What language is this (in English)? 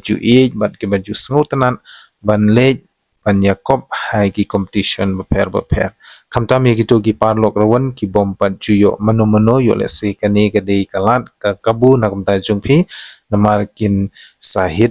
Khasi